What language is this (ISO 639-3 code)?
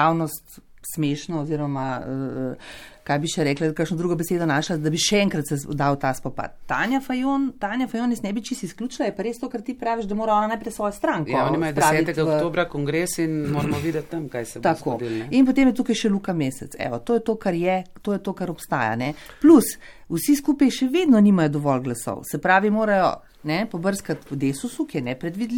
slv